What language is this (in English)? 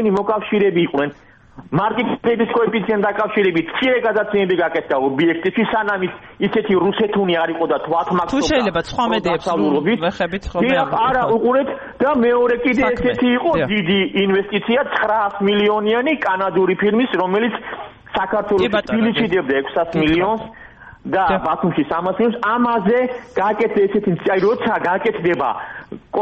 Georgian